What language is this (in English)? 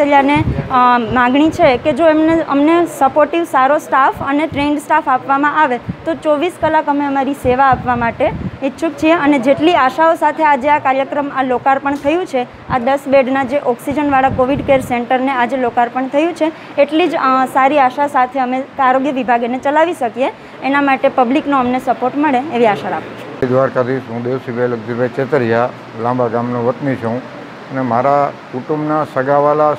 Gujarati